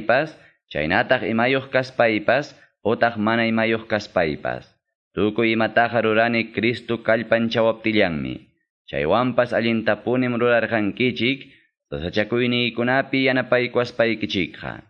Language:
Quechua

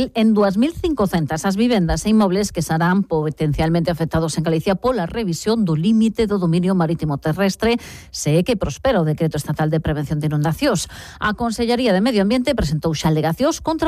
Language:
Galician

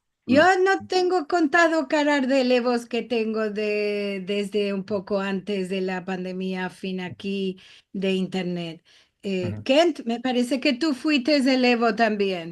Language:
Ladino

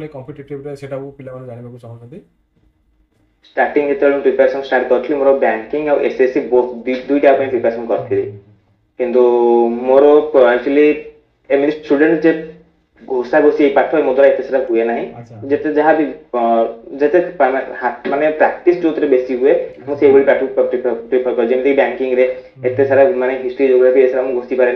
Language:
Odia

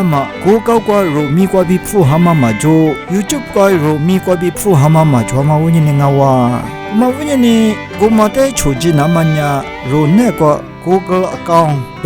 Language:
Lisu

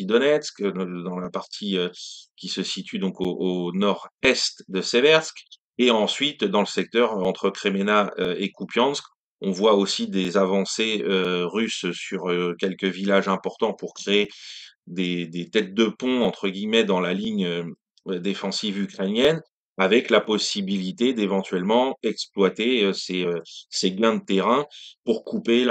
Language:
French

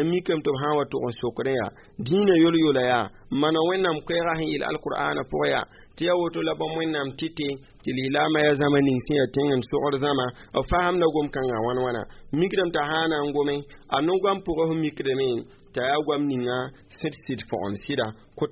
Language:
Mossi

